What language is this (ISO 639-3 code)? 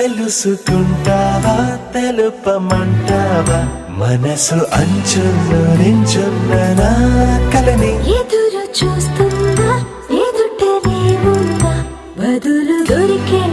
tel